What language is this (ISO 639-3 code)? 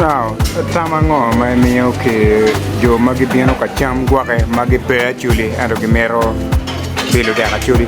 ach